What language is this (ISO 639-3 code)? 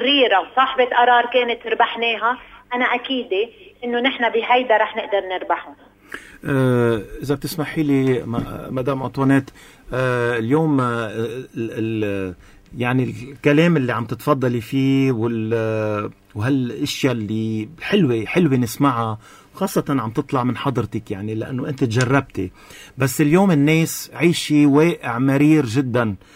apc